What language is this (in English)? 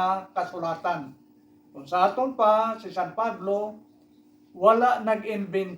Hiligaynon